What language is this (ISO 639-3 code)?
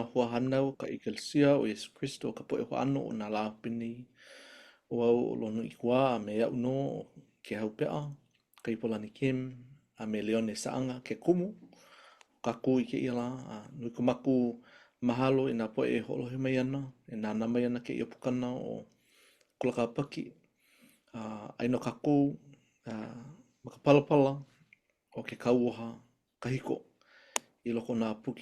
haw